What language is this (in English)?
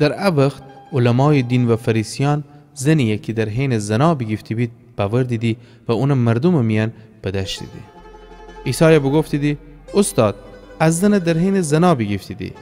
Gilaki